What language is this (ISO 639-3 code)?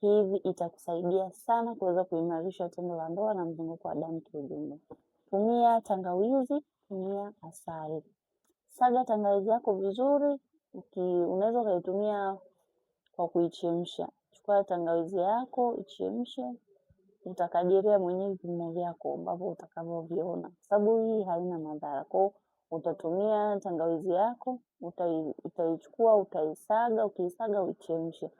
swa